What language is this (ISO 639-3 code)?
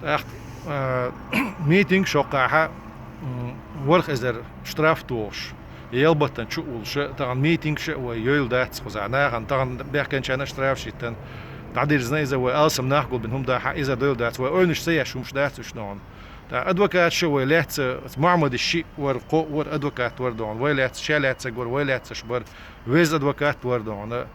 che